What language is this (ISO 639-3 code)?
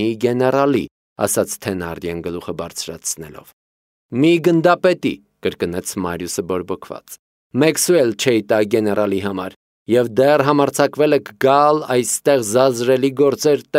hye